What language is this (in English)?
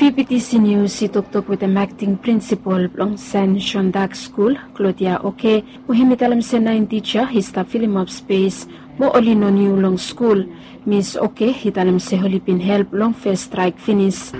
Bislama